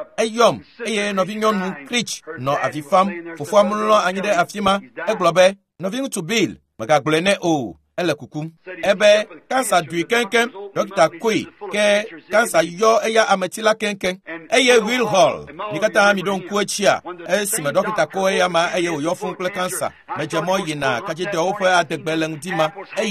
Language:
Ewe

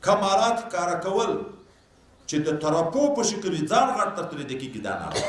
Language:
Pashto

